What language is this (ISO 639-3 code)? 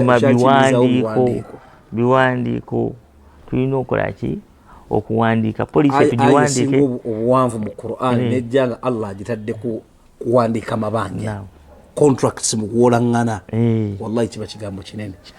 lug